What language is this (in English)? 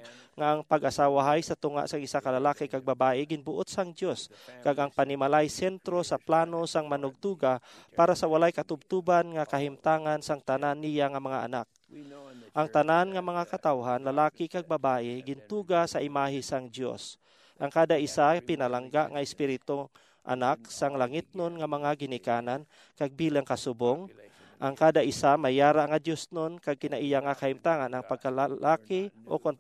Hiligaynon